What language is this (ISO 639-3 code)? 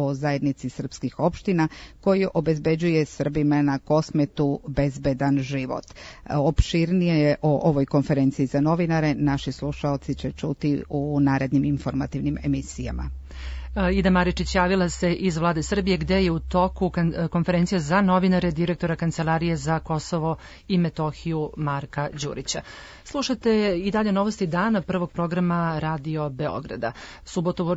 srp